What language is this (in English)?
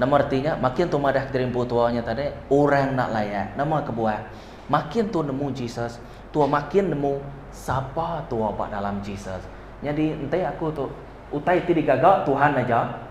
Iban